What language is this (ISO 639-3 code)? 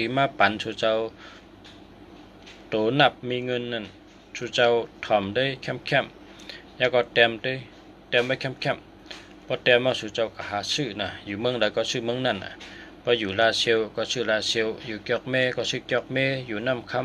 shn